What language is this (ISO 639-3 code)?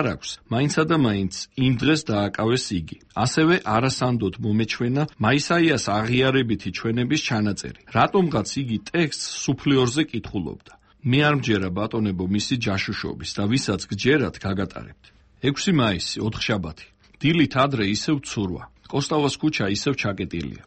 kat